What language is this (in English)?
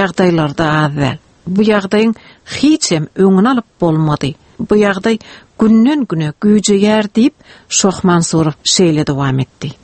Turkmen